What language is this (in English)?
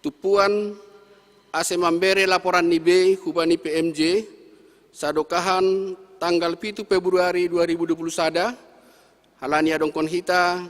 Batak Simalungun